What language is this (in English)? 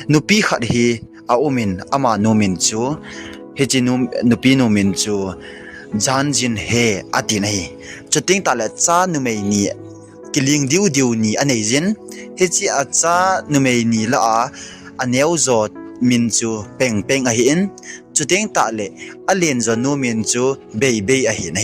Thado Chin